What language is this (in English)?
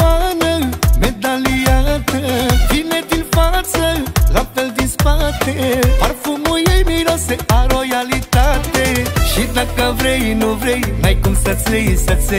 Romanian